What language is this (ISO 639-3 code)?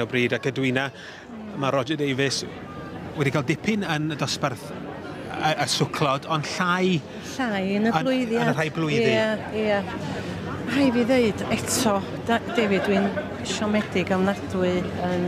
cym